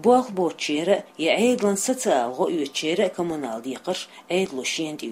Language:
Chechen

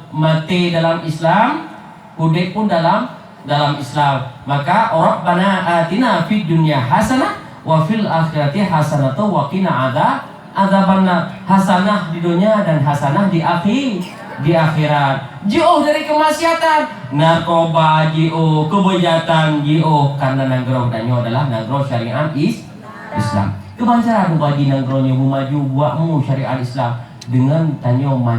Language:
Achinese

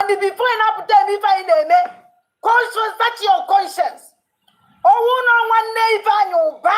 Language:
Igbo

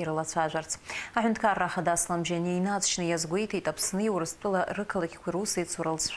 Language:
Abkhazian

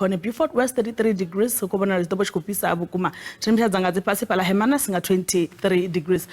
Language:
Venda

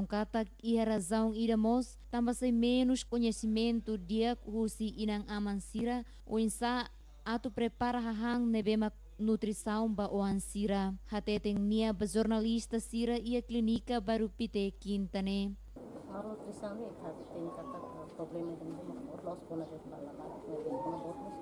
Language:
Tetum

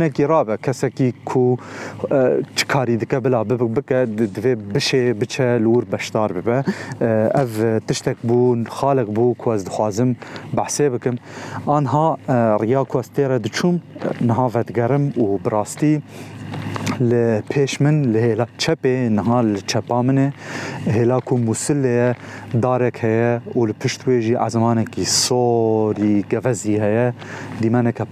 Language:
Kurdish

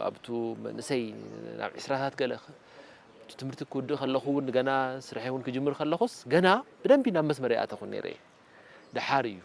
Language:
Tigrinya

